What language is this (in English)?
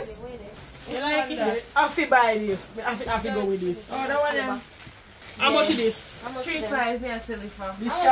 Jamaican Creole English